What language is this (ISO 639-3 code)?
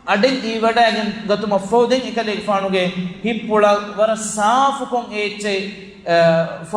div